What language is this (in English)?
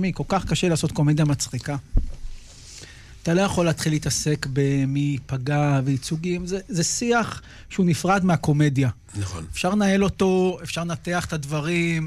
Hebrew